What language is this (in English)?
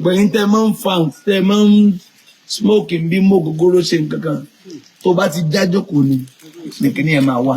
Yoruba